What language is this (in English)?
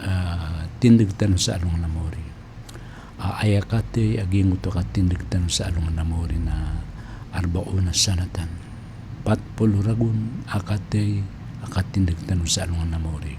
Maranao